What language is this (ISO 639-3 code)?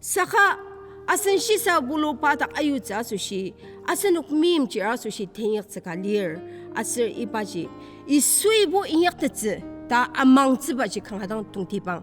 njo